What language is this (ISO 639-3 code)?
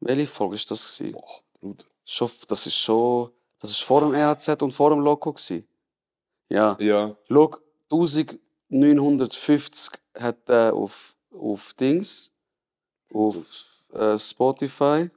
gsw